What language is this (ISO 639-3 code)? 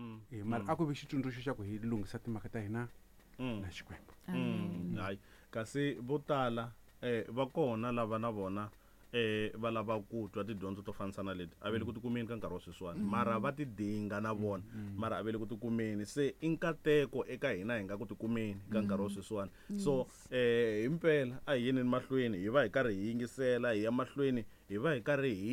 tso